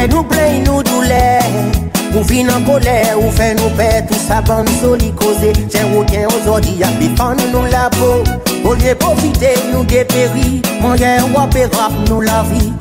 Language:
Seselwa Creole French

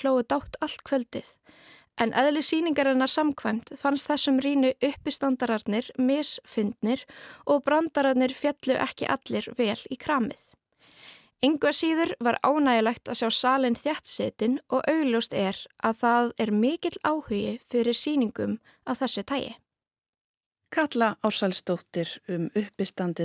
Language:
Icelandic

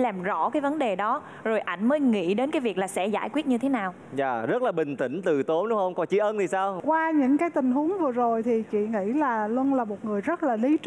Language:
Vietnamese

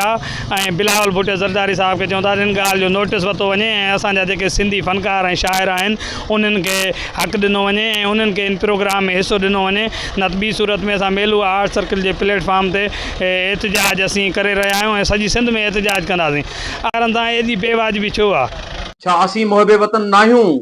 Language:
Sindhi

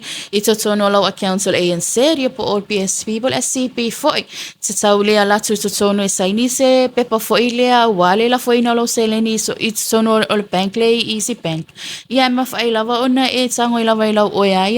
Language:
Samoan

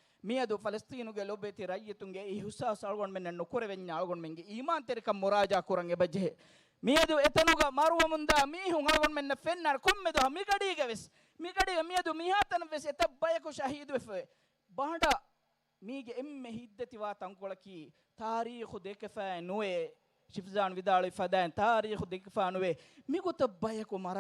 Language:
Divehi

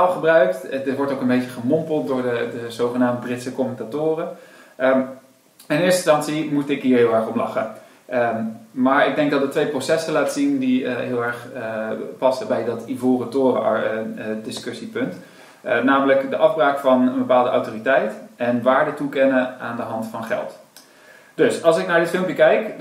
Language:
Dutch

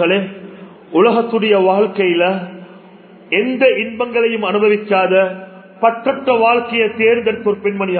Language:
Tamil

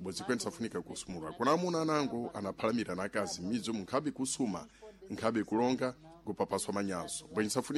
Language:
Sena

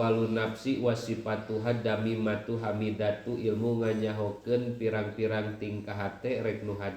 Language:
Sundanese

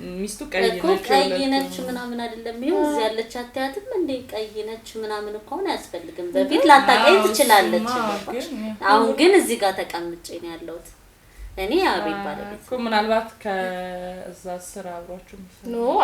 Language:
Amharic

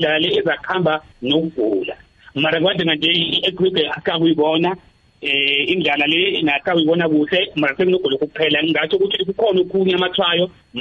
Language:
South Ndebele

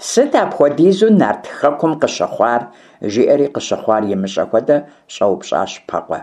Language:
Kabardian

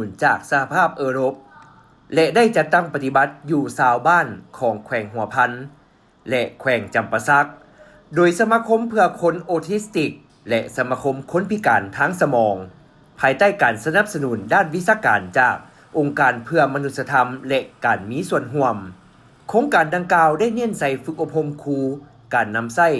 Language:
Lao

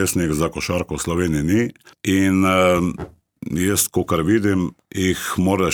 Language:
Slovenian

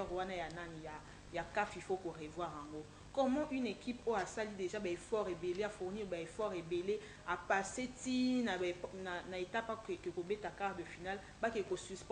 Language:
Lingala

